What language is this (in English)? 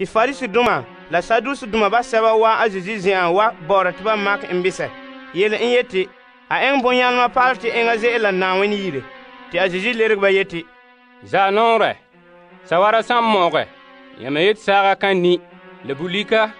Frafra